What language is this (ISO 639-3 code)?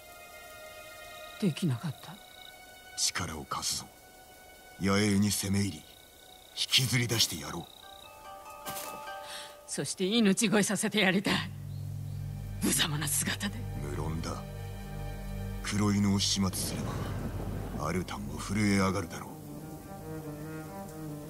jpn